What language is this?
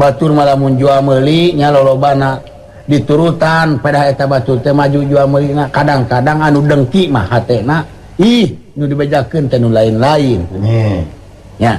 Sundanese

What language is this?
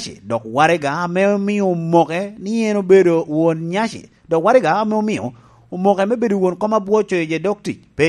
Lango (Uganda)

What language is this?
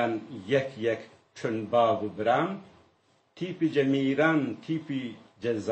Zaza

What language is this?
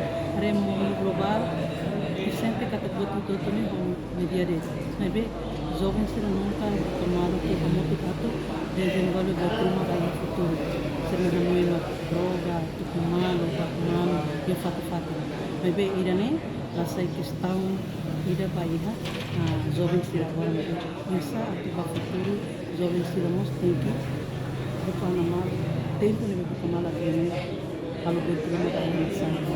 Tetum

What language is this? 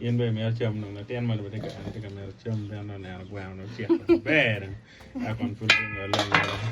Acoli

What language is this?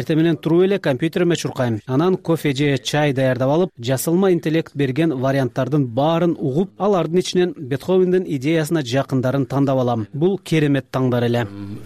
Kyrgyz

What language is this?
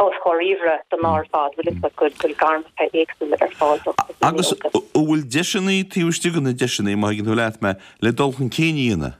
Irish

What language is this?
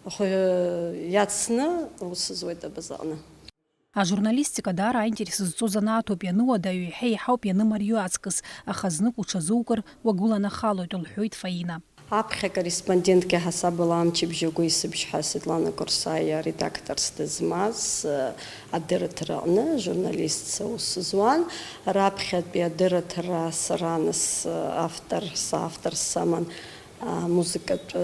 Abkhazian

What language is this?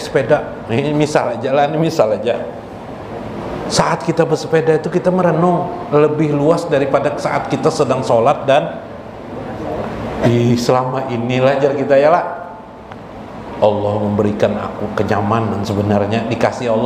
Indonesian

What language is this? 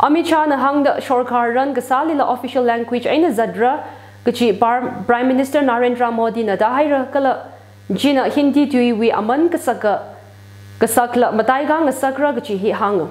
Tangkhul Naga (India)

